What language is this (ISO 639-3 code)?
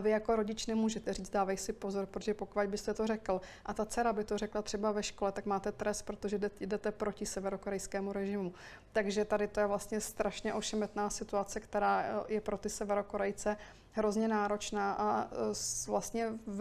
ces